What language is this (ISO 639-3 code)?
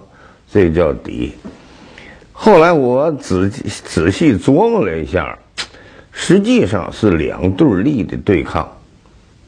zho